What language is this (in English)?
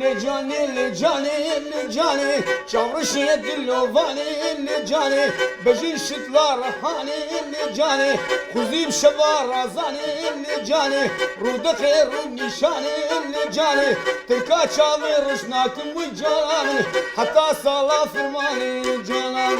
Kurdish